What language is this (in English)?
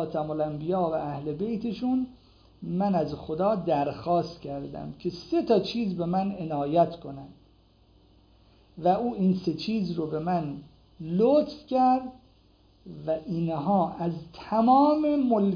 Persian